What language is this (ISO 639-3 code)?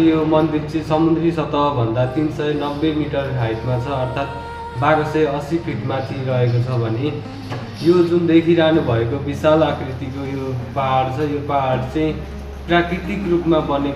nep